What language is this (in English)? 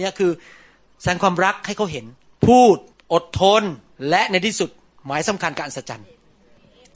Thai